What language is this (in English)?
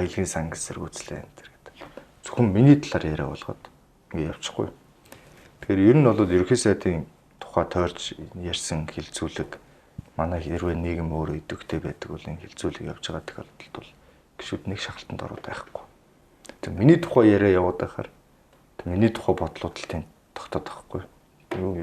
Mongolian